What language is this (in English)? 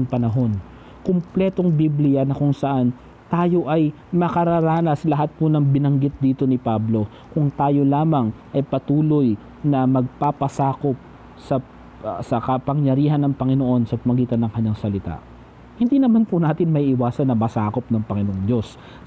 Filipino